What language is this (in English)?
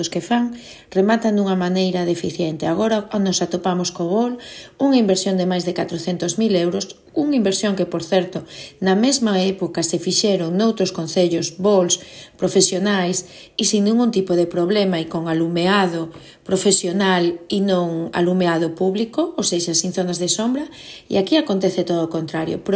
Galician